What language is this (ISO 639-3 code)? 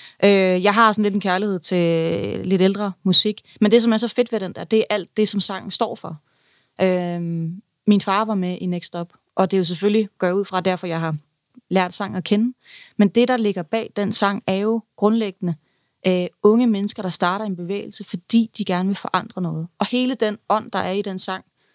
dan